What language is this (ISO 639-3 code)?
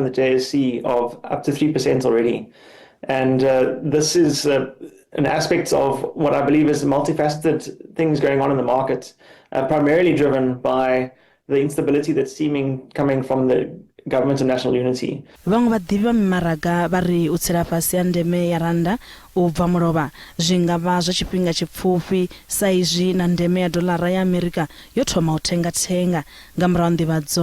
ven